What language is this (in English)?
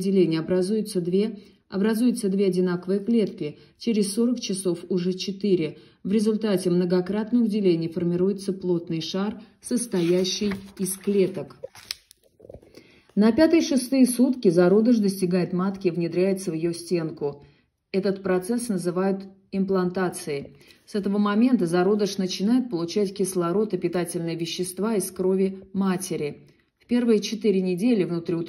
Russian